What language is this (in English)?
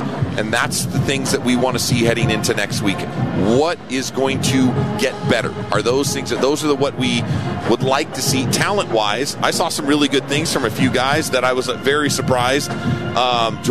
English